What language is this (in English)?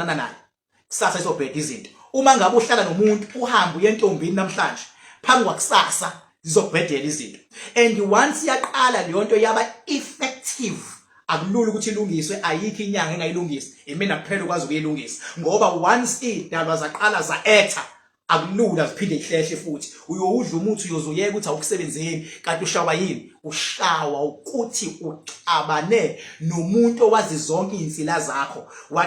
Zulu